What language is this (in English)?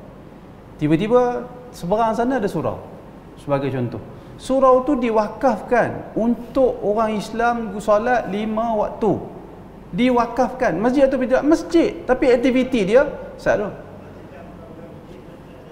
Malay